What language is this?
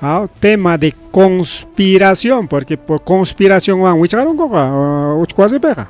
Ayacucho Quechua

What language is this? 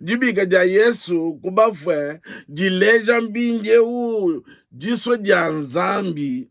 Luba-Lulua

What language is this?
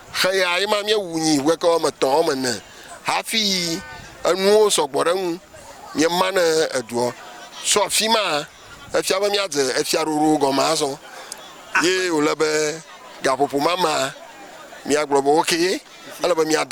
Ewe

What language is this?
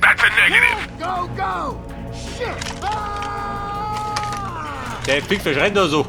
Bavarian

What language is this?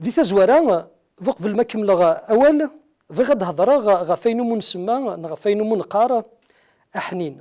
Kabyle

